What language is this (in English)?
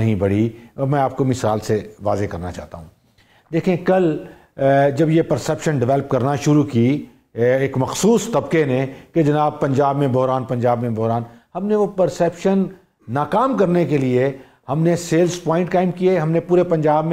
Urdu